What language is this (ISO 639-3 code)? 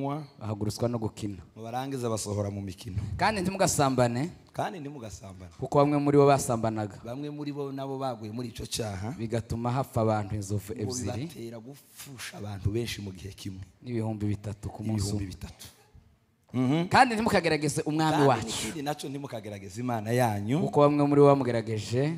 kin